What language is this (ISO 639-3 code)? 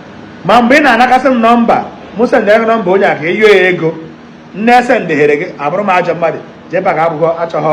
ibo